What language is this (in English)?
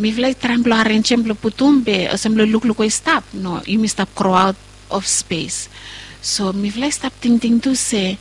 Bislama